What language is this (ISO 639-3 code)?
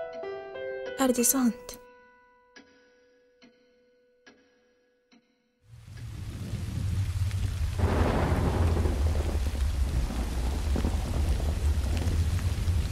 swe